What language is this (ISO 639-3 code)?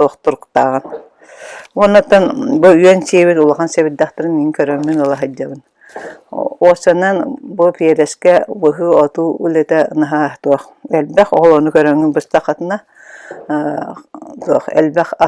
sah